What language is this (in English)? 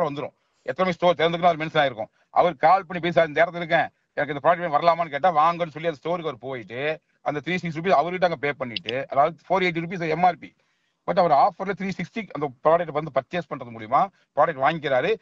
Tamil